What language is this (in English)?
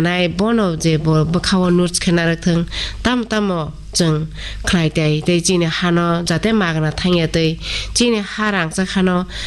Kok Borok